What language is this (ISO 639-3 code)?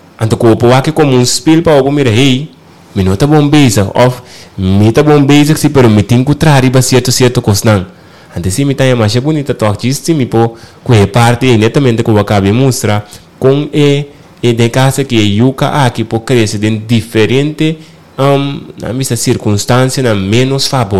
pap